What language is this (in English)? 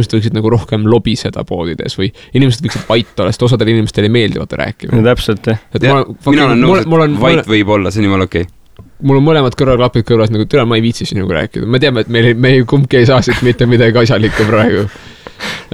Estonian